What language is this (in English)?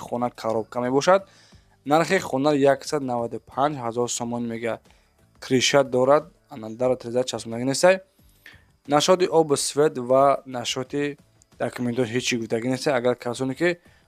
Tajik